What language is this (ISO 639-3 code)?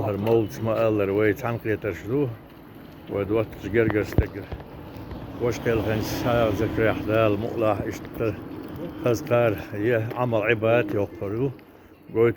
che